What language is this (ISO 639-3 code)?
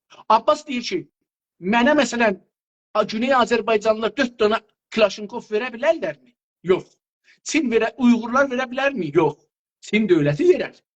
azb